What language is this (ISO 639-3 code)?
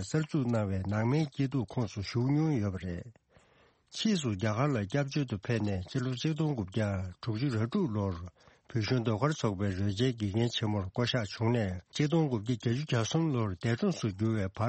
bod